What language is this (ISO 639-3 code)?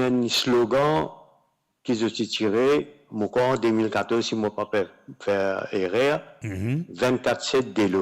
mfe